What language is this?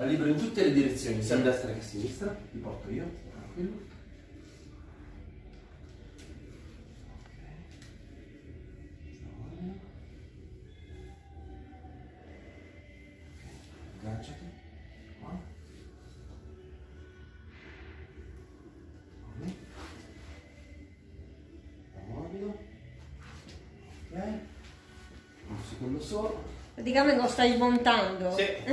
Italian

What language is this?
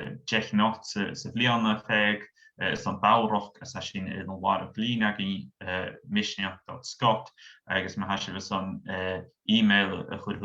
Scottish Gaelic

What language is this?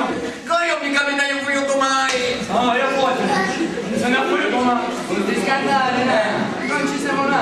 Sicilian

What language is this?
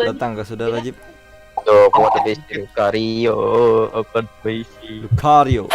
Banjar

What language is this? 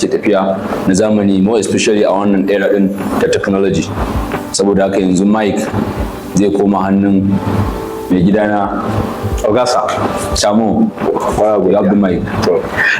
Hausa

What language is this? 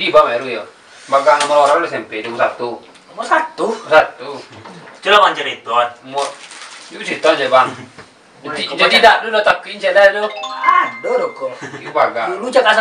Minangkabau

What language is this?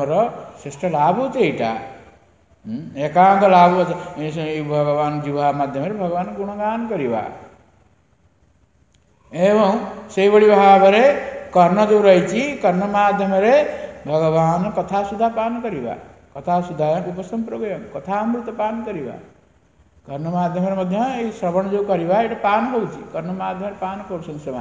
Odia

